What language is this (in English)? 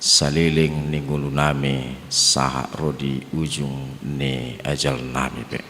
Batak Toba